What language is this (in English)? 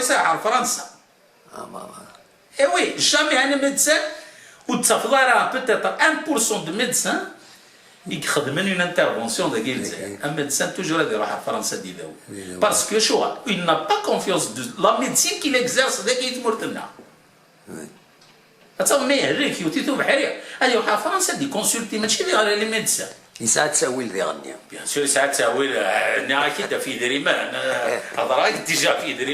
Kabyle